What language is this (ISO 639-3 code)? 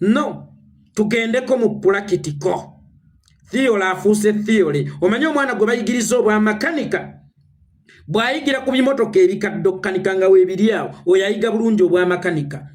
lug